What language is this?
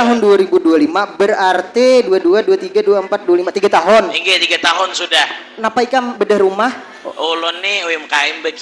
Banjar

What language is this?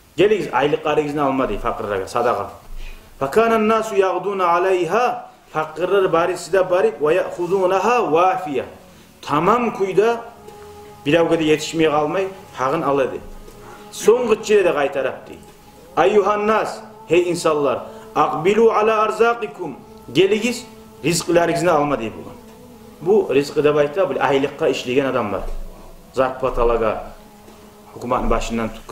Kumyk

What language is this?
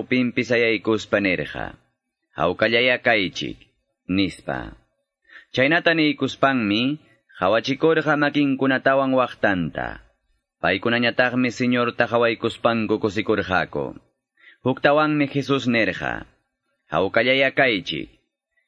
Quechua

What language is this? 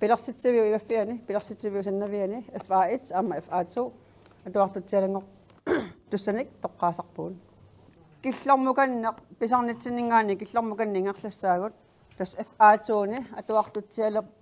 Kalaallisut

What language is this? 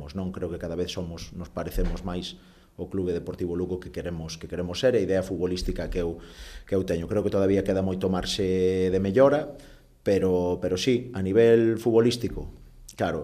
Galician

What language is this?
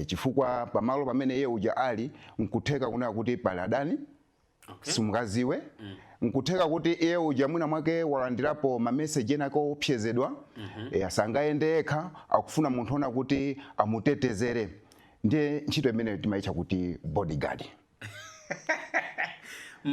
Nyanja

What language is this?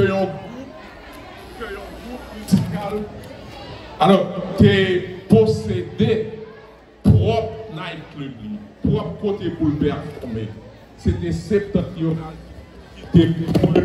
Haitian Creole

